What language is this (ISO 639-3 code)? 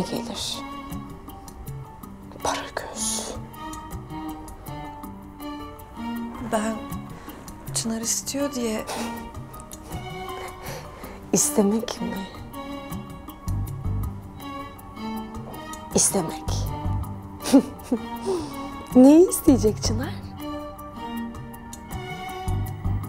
tur